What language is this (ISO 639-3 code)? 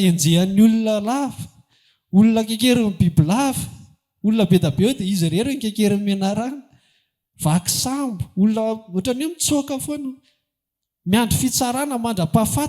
mlg